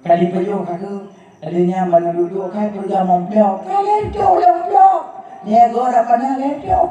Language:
Achinese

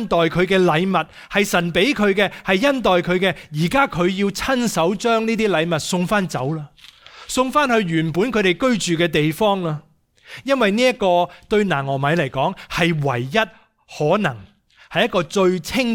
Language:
Cantonese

